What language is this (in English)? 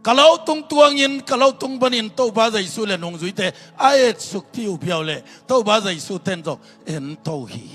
Tedim Chin